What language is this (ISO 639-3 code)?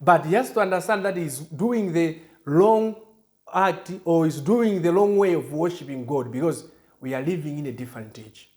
eng